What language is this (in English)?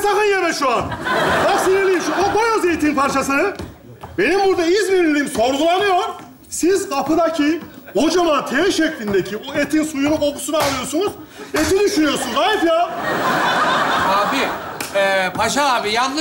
Turkish